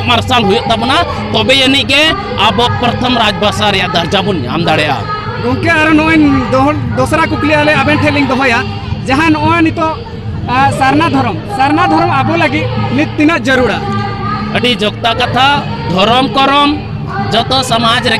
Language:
Santali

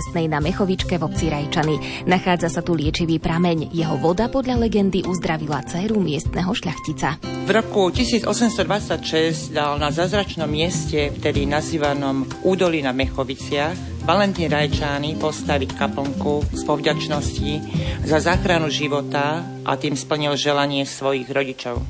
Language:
Slovak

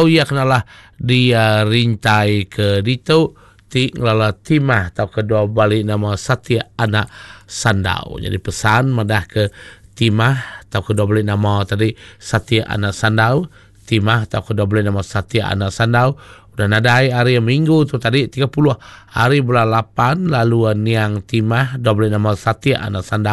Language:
Iban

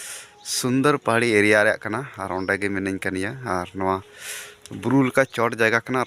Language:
Santali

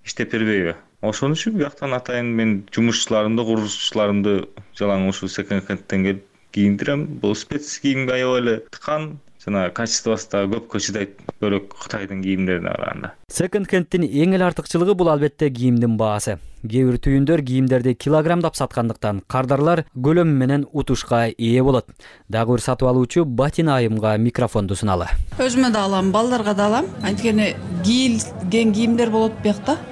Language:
Kyrgyz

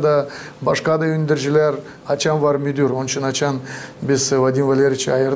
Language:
Gagauz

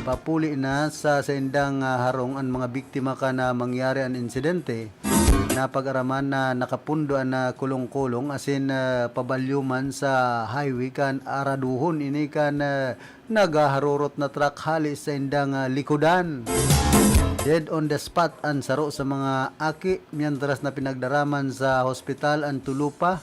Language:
Bikol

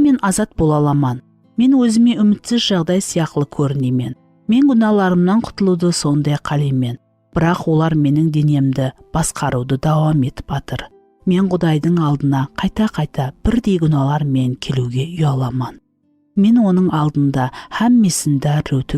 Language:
Kara-Kalpak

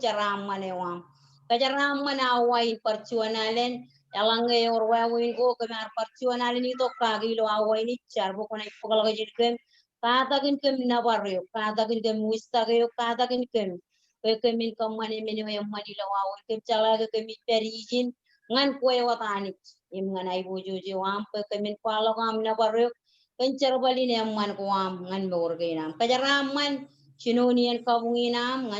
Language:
Marshallese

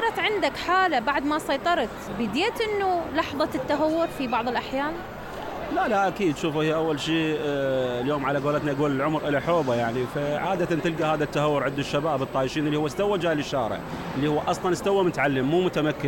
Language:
Mesopotamian Arabic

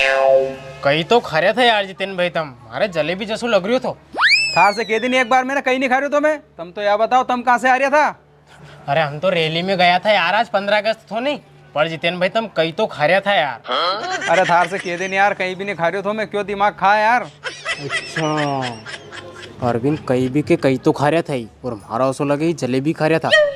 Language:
Rajasthani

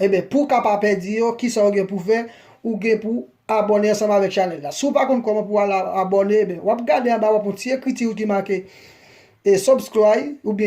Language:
Haitian Creole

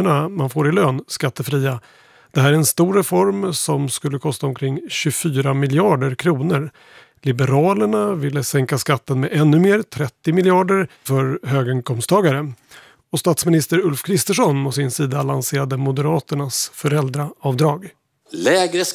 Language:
Swedish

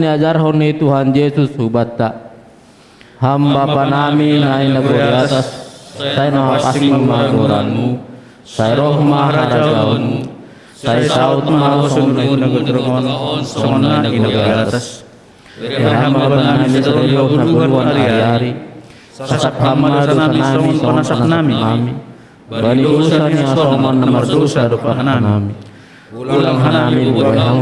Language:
Batak Simalungun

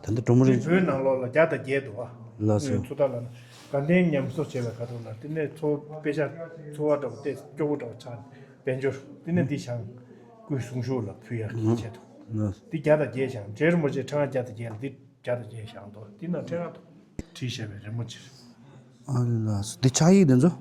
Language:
Tibetan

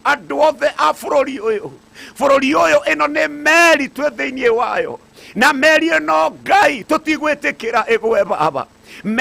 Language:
Kikuyu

